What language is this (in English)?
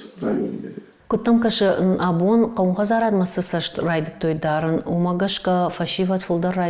Ossetic